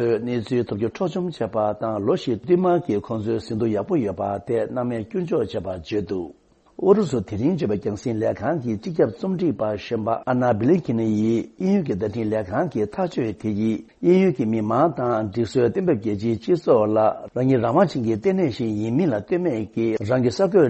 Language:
Tibetan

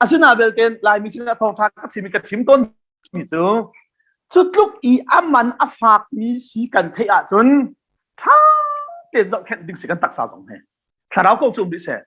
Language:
Hakha Chin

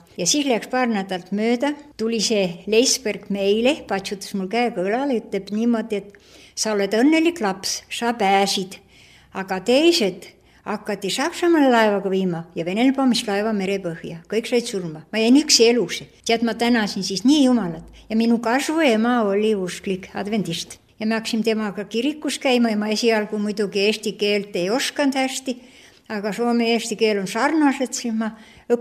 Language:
Estonian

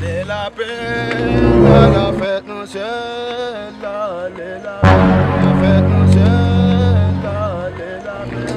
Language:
Haitian Creole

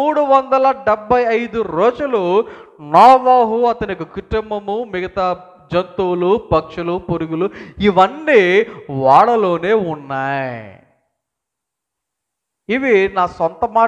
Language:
Telugu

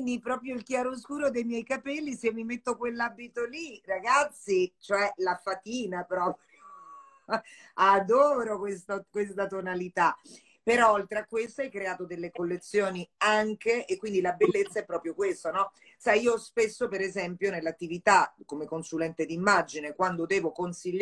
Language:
Italian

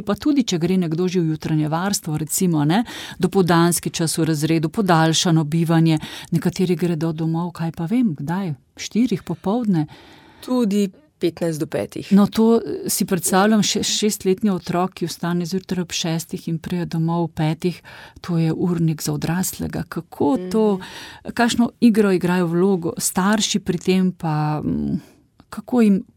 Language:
Slovenian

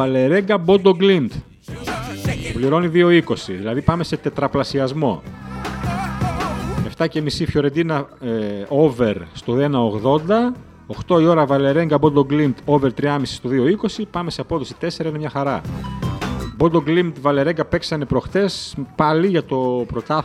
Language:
Greek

